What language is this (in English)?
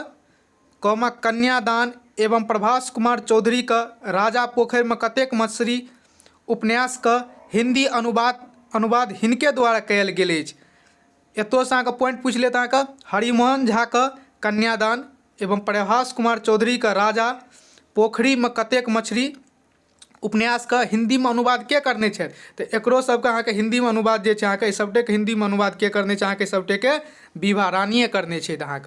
Maithili